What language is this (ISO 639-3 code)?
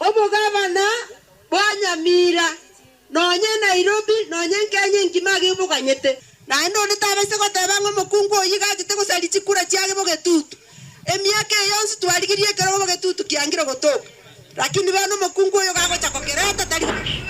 guz